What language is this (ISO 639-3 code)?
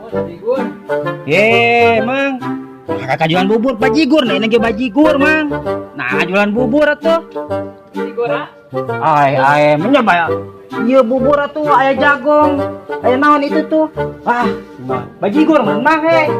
sun